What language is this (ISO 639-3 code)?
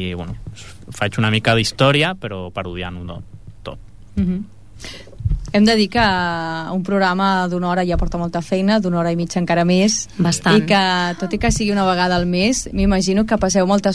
cat